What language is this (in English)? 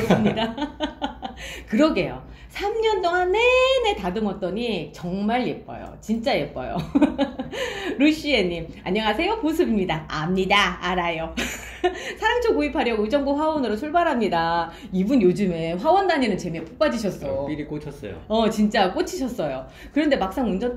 Korean